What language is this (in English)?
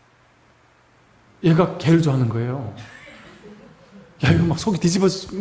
Korean